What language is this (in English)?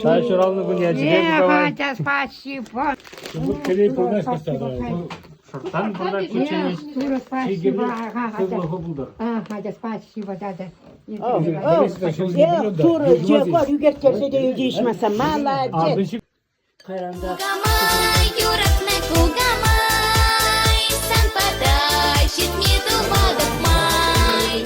Chuvash